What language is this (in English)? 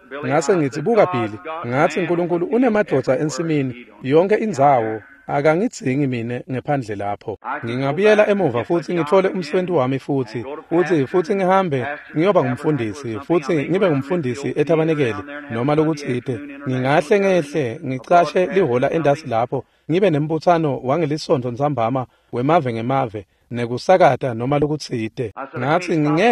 Swati